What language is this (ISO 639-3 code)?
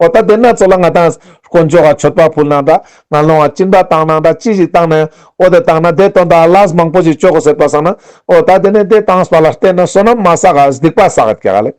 lbj